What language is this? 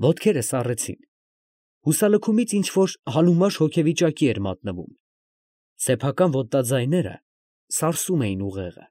Armenian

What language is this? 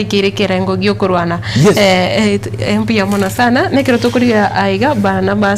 Gusii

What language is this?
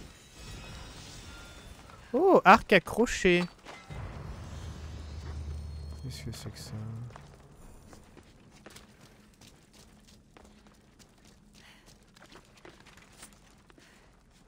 French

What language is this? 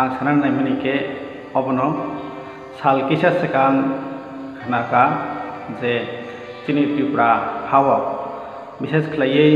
Kok Borok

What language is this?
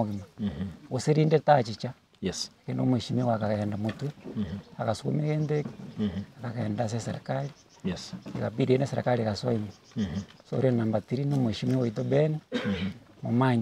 Gusii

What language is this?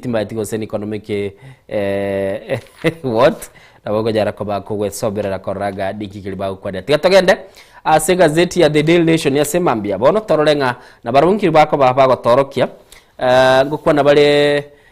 Gusii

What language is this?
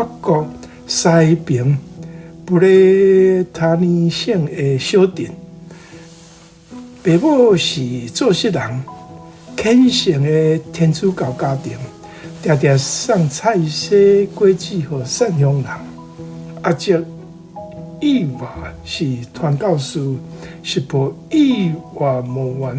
Min Nan Chinese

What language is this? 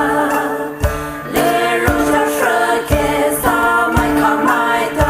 Poumei Naga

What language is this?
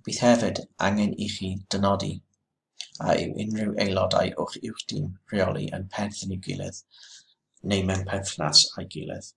Welsh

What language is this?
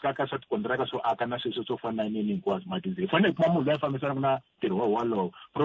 Tsonga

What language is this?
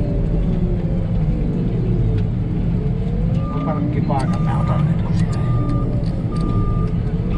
Finnish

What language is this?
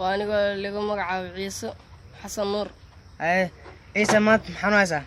Somali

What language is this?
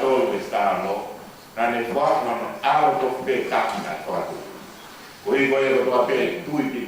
Tongan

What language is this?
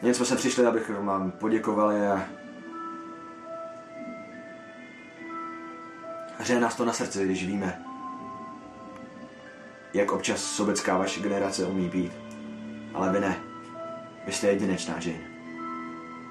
Czech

